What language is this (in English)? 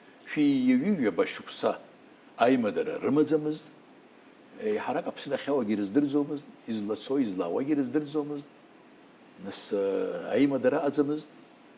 Abkhazian